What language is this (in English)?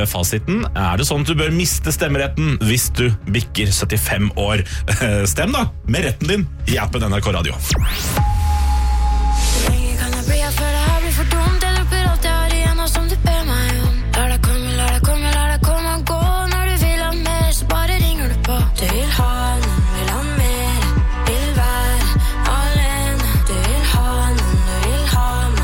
Norwegian